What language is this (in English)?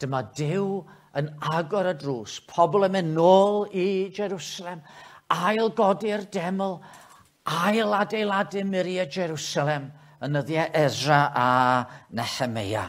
Welsh